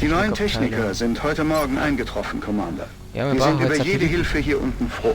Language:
Bavarian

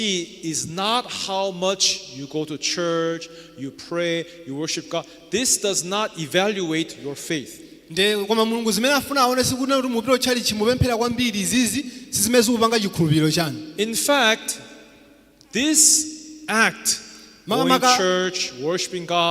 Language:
Nyanja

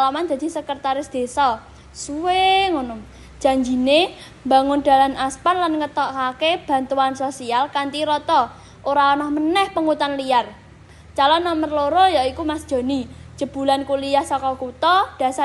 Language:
Javanese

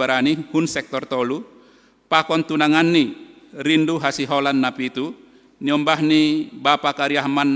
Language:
Batak Simalungun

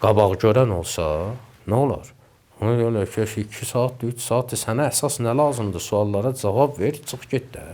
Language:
Azerbaijani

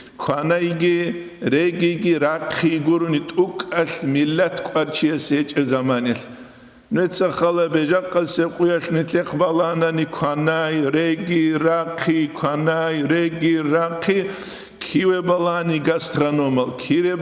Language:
Avaric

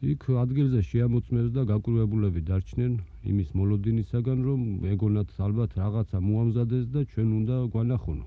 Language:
Georgian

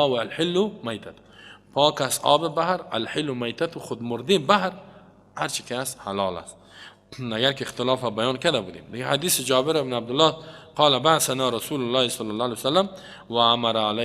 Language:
Persian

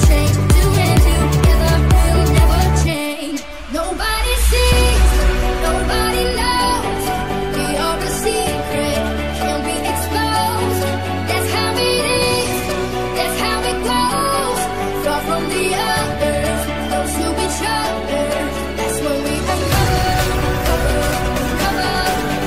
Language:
English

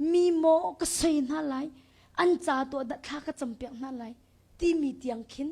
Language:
Hakha Chin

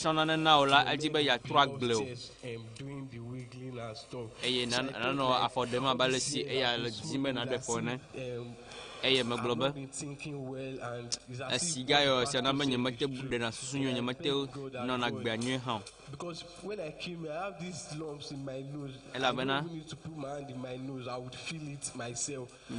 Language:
Ewe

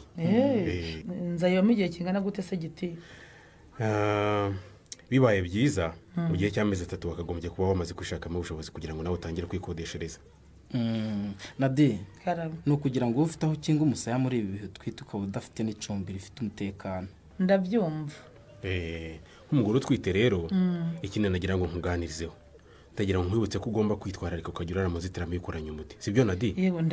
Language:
Kinyarwanda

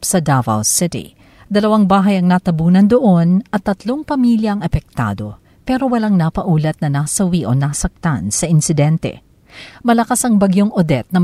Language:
Filipino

